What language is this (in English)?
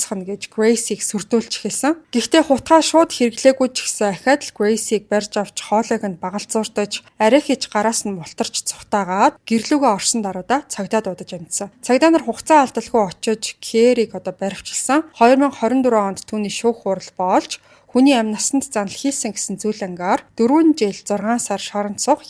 Mongolian